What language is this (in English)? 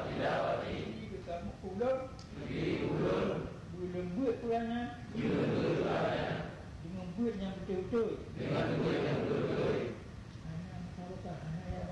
Achinese